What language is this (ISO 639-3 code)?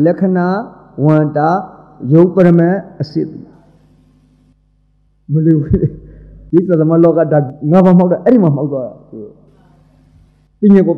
mya